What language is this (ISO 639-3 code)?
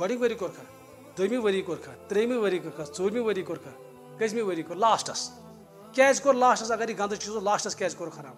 kas